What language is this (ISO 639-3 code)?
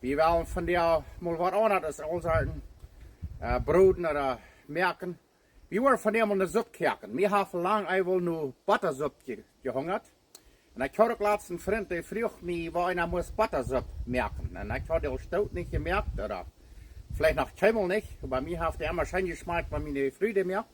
pdt